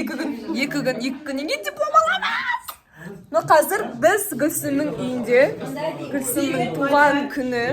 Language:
Kazakh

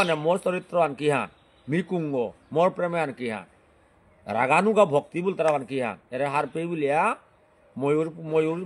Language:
Bishnupriya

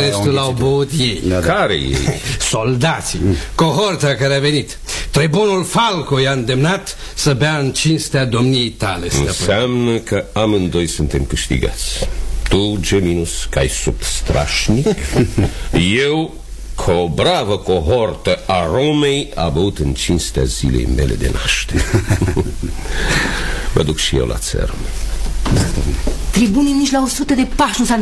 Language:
Romanian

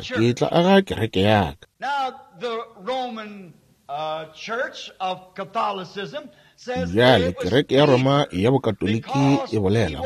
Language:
Northern Sotho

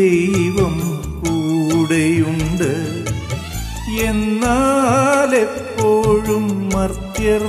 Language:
Malayalam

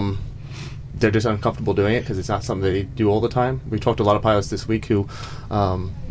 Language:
English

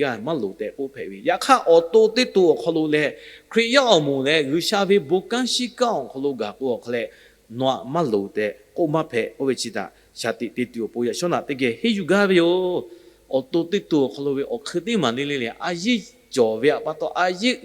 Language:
Lahu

